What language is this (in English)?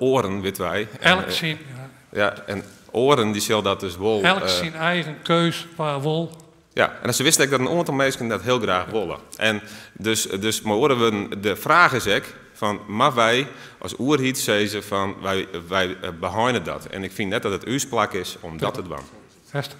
Western Frisian